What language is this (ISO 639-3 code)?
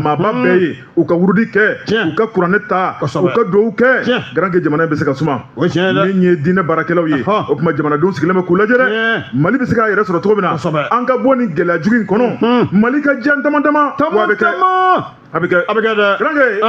bam